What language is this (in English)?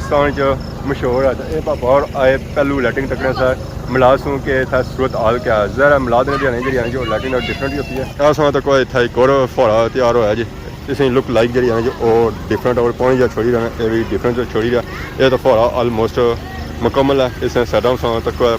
Pahari-Potwari